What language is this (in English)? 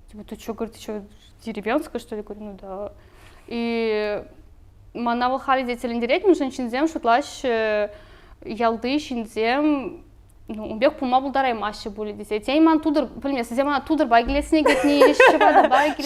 Chuvash